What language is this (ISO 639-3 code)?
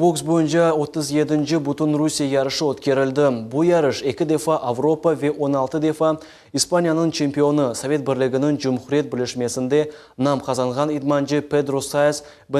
crh